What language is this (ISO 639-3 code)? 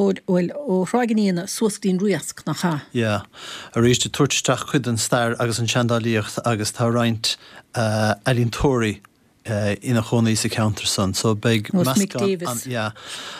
gle